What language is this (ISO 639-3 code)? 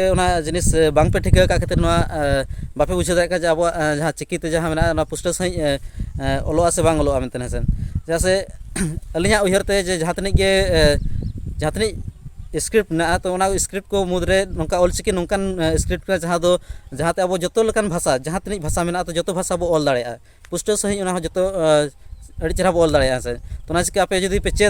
sat